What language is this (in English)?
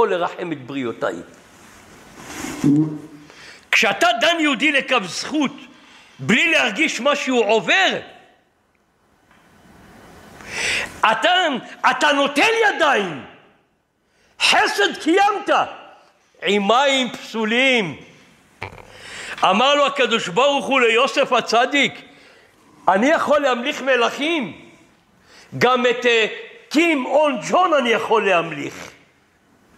Hebrew